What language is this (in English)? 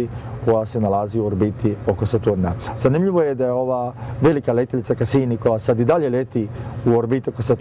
Croatian